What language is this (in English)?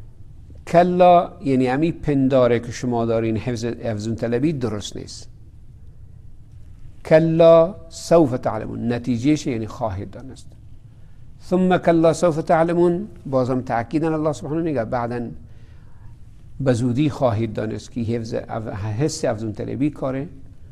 Persian